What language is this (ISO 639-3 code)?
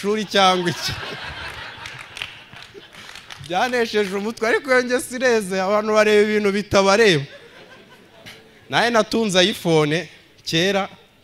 kin